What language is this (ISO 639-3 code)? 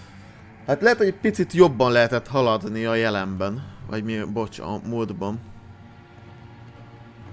hun